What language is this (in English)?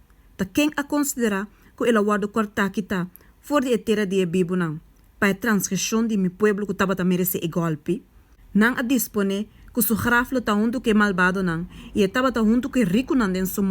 Papiamento